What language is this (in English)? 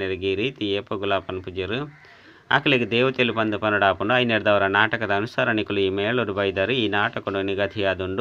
Tulu